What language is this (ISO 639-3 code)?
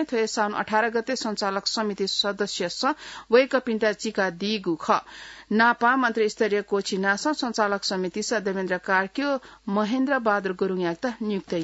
new